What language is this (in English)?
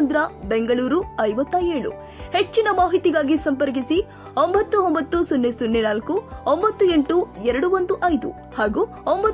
Kannada